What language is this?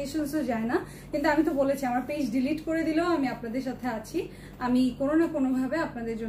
Bangla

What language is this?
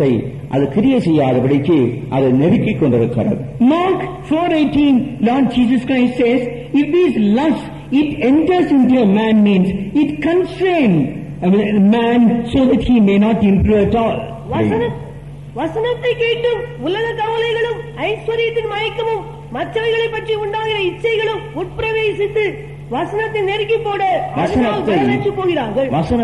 Tamil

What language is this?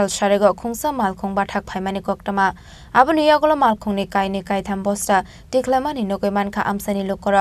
Kok Borok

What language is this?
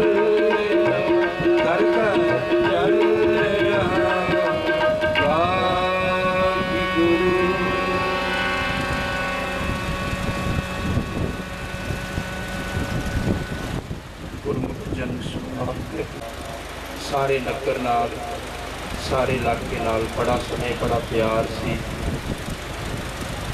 Punjabi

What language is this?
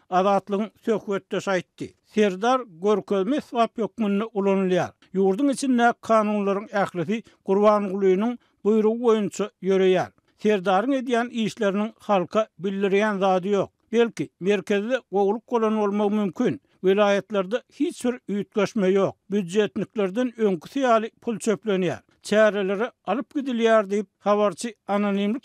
Turkmen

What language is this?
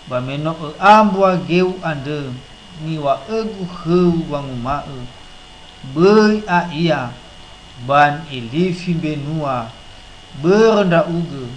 Nias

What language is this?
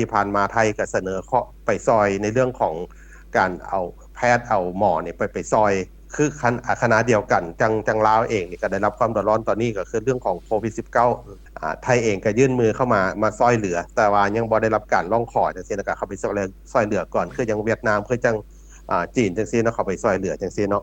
Lao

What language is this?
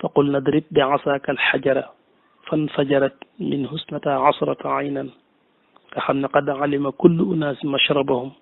Wolof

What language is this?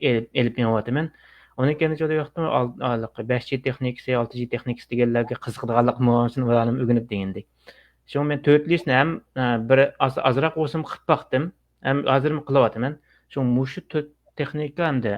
Uyghur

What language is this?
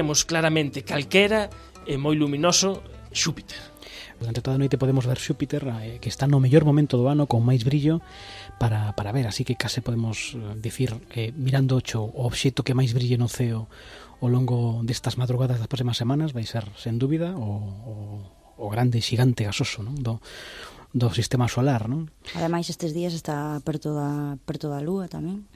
Galician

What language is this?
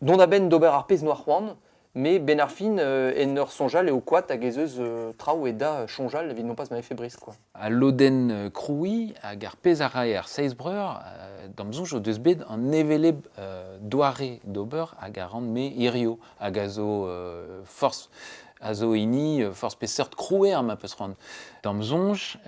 Breton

